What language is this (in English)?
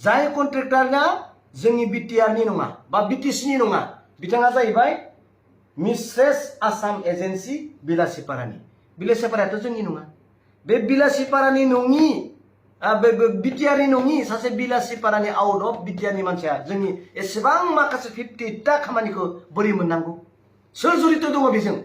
Bodo